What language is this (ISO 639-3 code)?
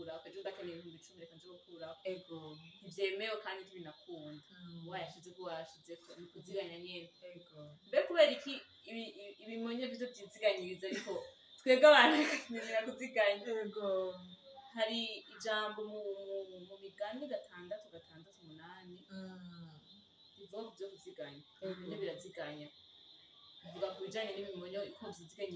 run